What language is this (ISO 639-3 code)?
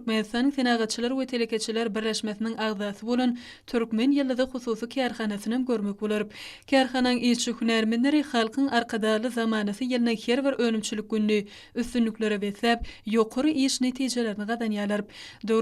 tuk